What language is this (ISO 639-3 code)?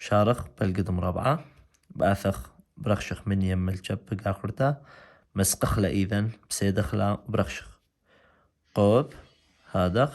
aii